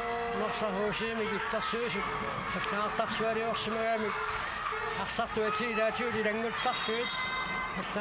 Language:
Kalaallisut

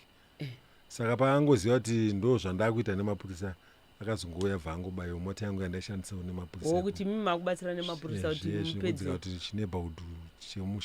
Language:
Shona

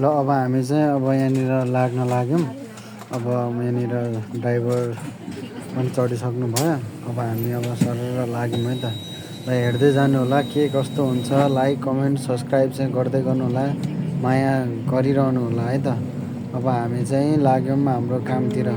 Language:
Nepali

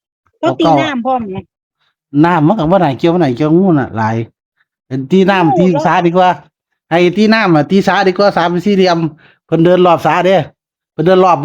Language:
Northeastern Thai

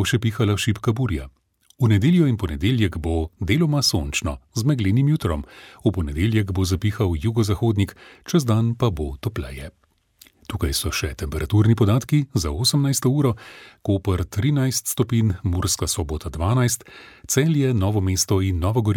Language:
Slovenian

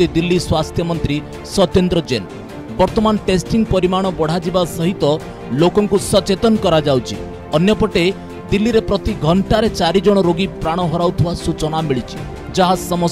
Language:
Odia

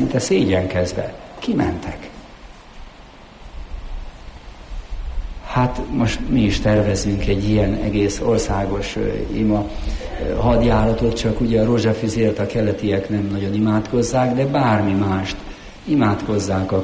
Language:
Hungarian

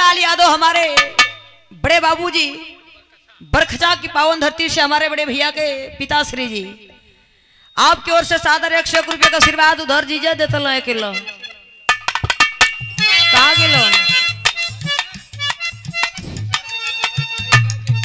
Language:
Bhojpuri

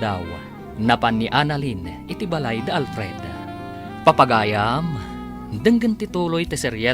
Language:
Iloko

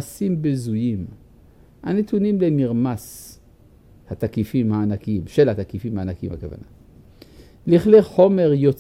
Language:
Hebrew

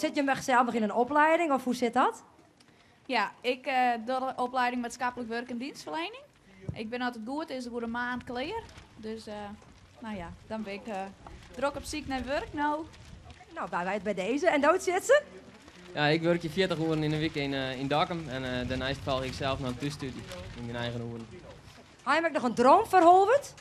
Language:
Western Frisian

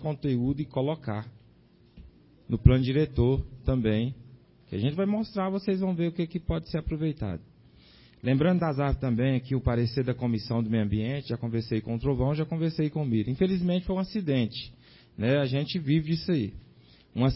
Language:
Portuguese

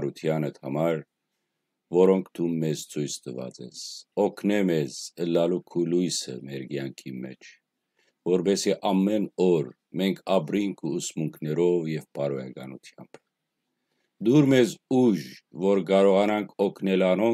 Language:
Western Armenian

